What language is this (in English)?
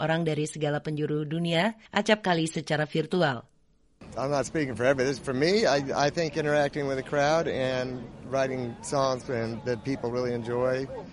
Indonesian